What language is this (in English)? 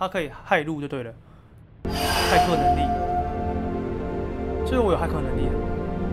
Chinese